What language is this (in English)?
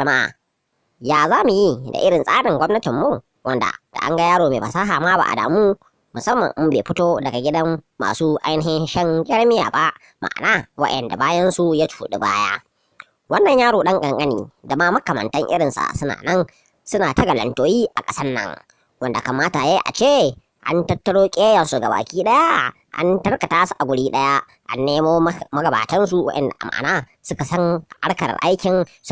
Hausa